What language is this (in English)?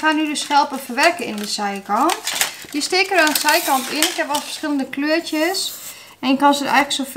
Dutch